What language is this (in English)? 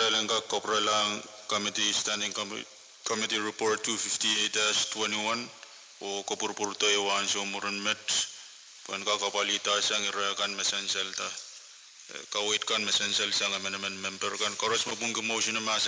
Pohnpeian